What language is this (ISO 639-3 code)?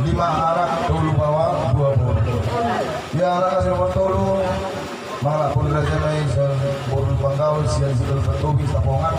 bbc